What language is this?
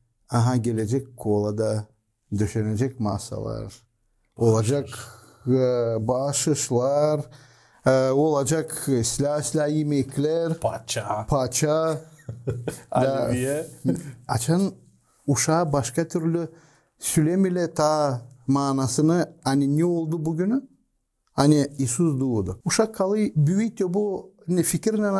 Gagauz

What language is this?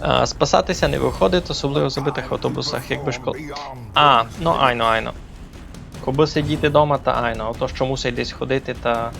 Rusyn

